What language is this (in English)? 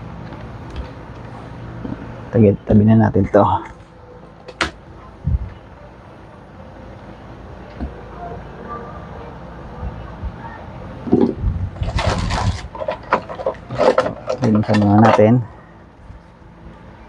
Filipino